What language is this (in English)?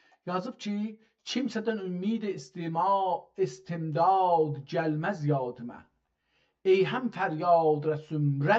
South Azerbaijani